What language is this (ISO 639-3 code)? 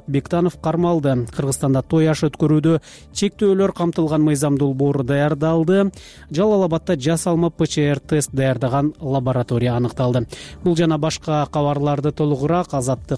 kir